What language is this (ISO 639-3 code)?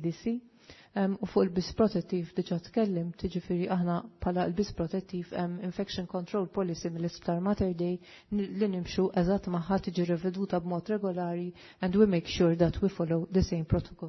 mlt